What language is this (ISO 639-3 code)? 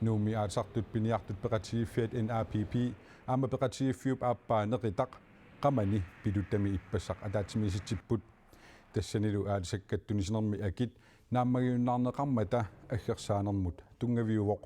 kal